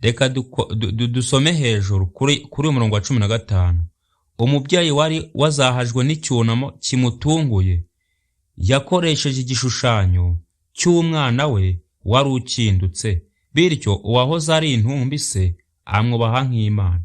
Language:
Kinyarwanda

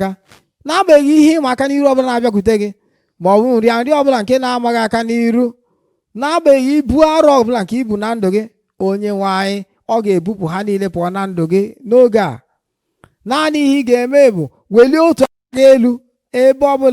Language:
Igbo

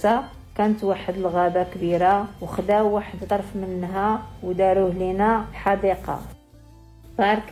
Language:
Moroccan Arabic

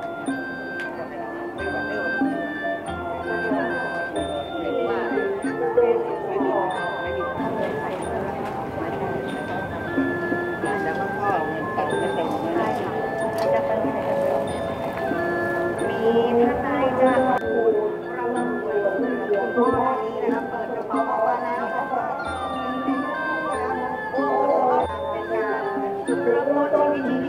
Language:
Thai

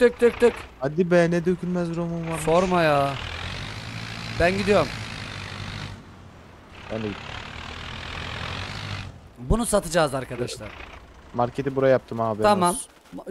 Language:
Turkish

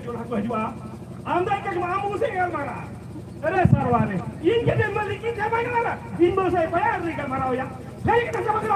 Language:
Santali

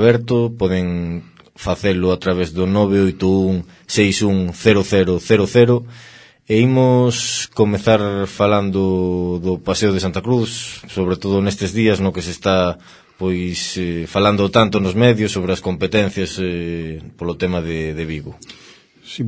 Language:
Galician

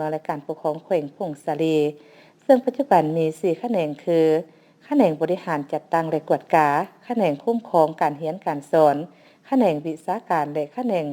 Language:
Lao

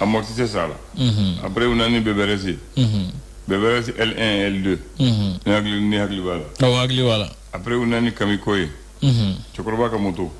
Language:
Bambara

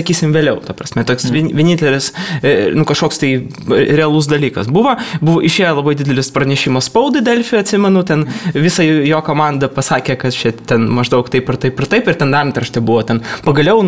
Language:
Lithuanian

